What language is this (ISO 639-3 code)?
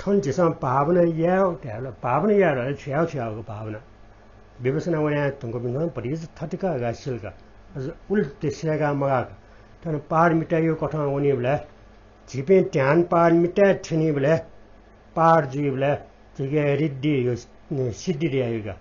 new